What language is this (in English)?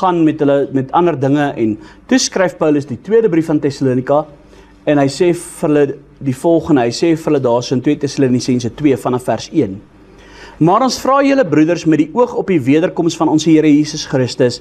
Afrikaans